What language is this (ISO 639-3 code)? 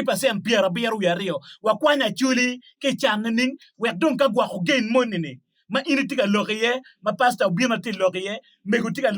ach